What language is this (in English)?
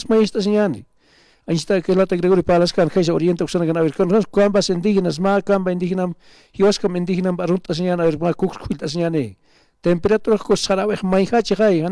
Aymara